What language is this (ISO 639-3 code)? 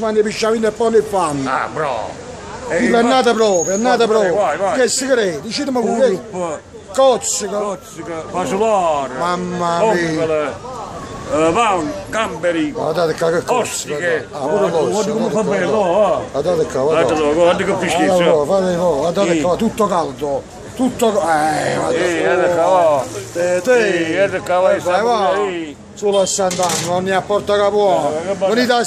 nap